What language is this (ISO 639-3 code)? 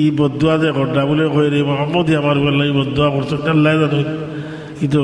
syl